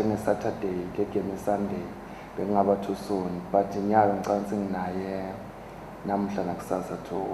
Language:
Swati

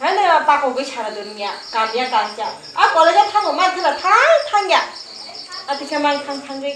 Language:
Kok Borok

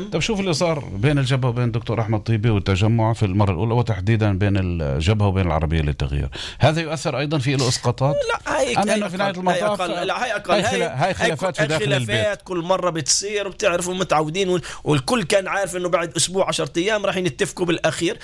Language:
North Levantine Arabic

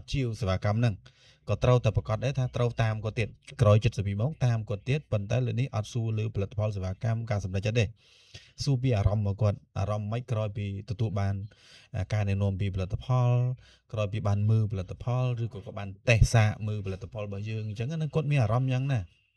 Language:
Khmer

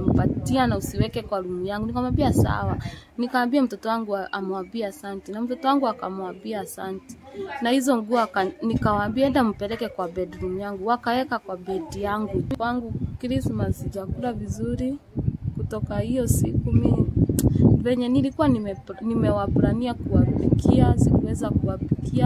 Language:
Swahili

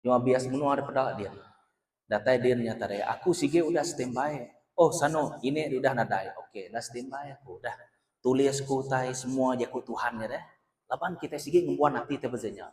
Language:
Iban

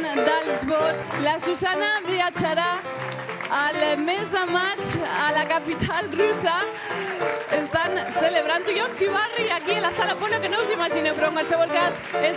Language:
Catalan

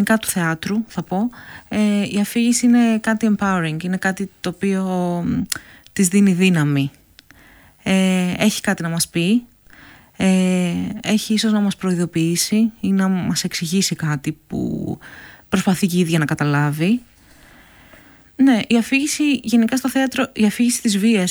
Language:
Greek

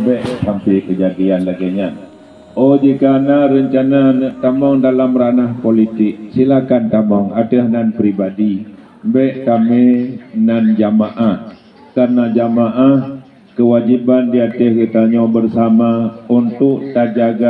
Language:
Achinese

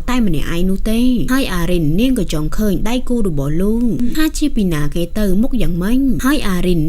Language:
Khmer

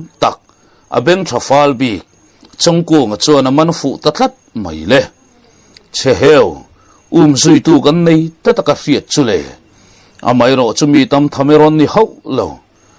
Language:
Mizo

